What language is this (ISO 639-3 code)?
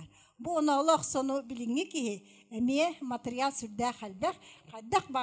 sah